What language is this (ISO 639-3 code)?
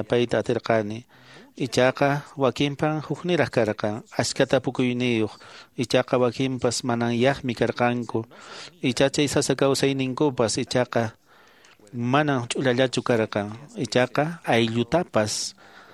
que